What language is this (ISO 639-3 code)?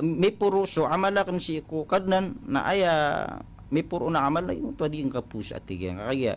mrw